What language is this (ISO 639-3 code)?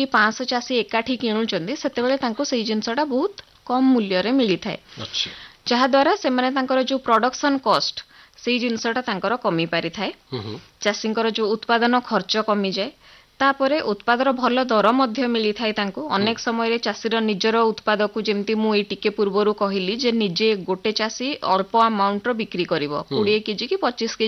ori